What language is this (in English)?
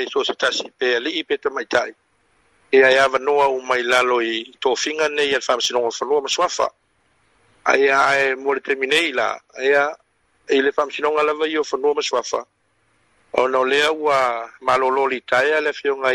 Samoan